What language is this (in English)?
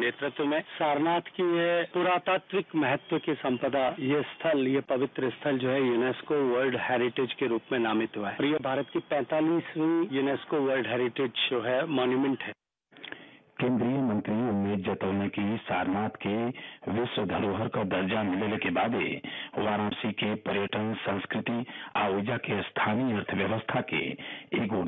Bhojpuri